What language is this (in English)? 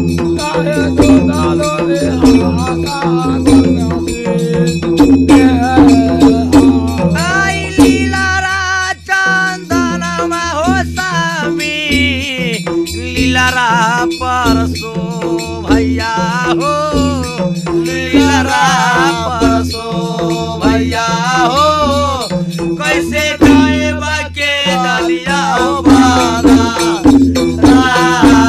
Bhojpuri